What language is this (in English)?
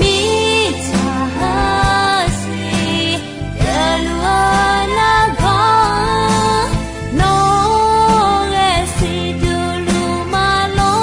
Akha